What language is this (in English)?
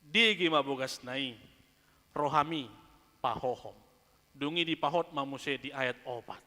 Batak Toba